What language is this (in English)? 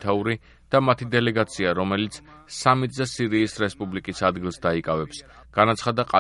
Georgian